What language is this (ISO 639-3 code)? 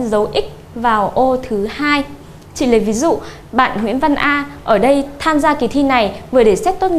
vie